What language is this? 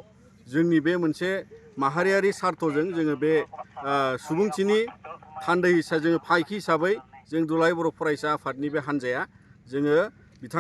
Bodo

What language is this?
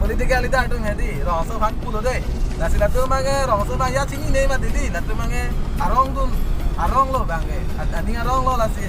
Karbi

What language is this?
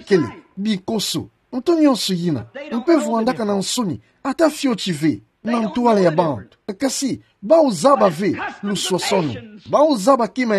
Kituba (Democratic Republic of Congo)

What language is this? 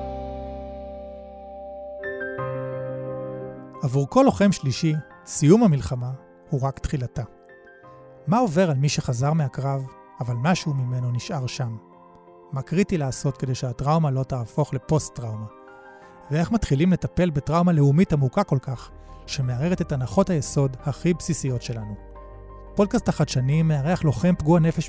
Hebrew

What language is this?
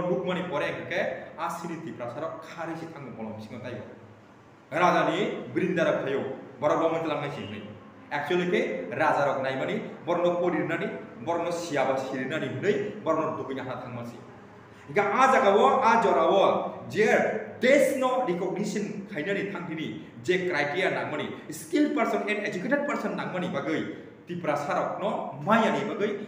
Kok Borok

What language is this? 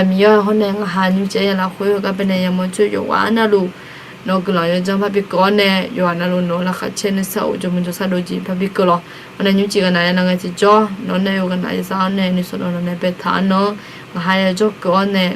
Akha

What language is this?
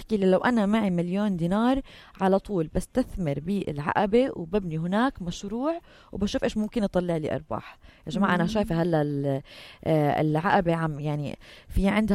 North Levantine Arabic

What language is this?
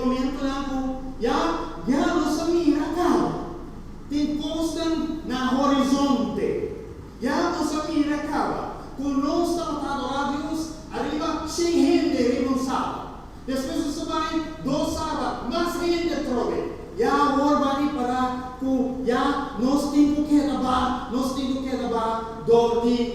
Papiamento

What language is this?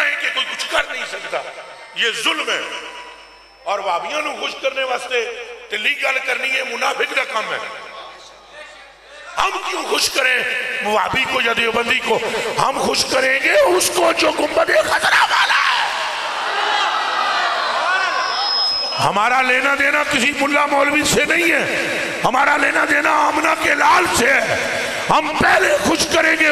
Urdu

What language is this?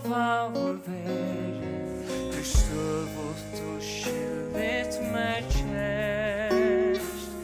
Faroese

